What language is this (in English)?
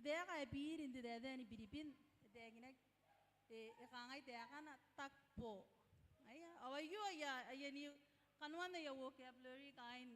Gilbertese